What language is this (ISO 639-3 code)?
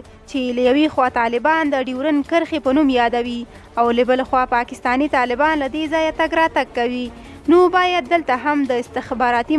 pus